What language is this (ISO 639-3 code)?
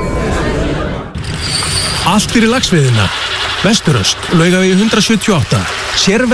isl